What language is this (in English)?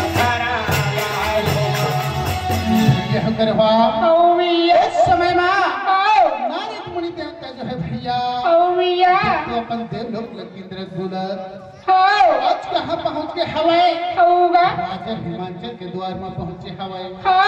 Chhattisgarhi